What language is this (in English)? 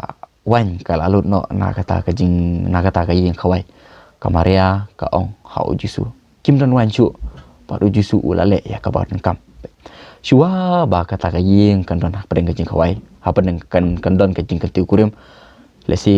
Khasi